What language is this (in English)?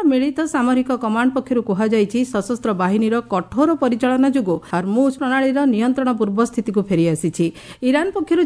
Odia